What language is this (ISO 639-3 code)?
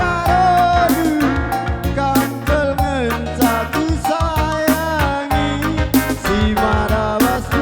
btx